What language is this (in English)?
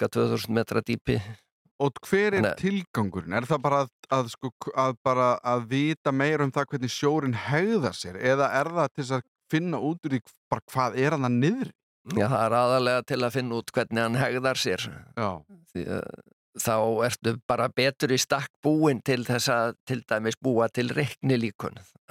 Icelandic